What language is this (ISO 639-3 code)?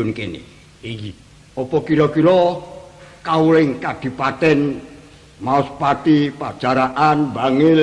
jav